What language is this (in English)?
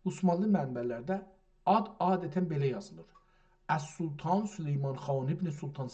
South Azerbaijani